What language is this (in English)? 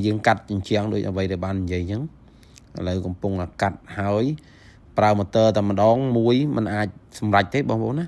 Khmer